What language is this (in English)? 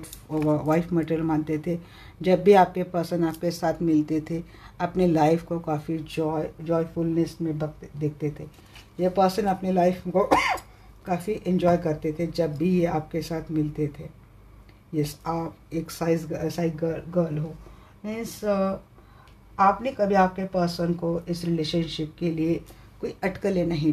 Hindi